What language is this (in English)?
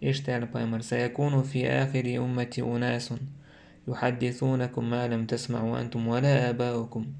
Chechen